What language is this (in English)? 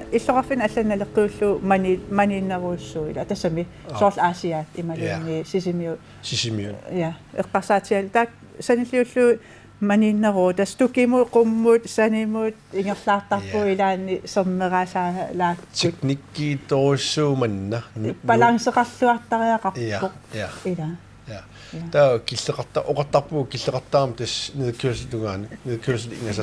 Kalaallisut